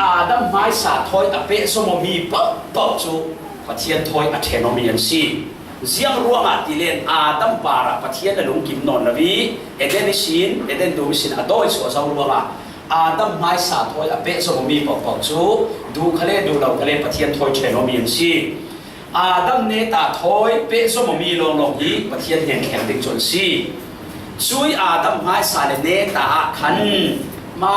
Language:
Falam Chin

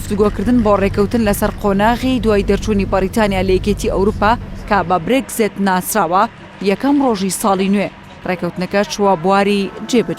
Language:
Central Kurdish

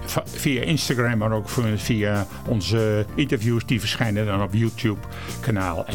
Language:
Dutch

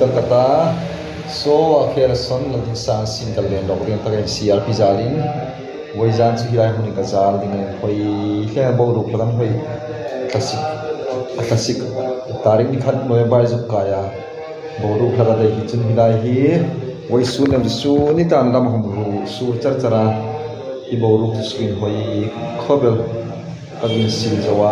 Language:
Hmar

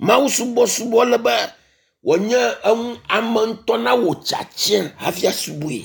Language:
Ewe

